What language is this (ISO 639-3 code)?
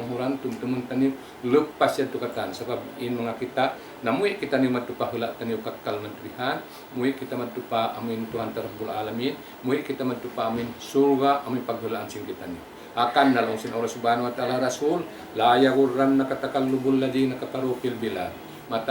tsg